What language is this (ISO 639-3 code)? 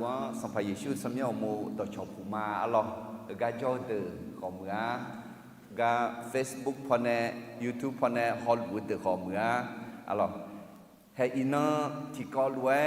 ahk